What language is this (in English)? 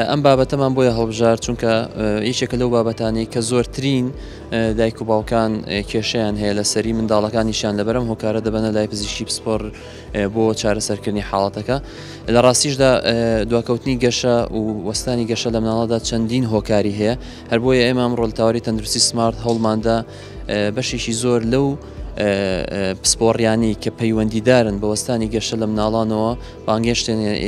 Central Kurdish